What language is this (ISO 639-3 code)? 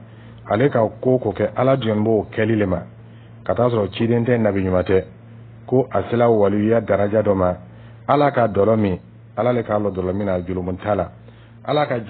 dyu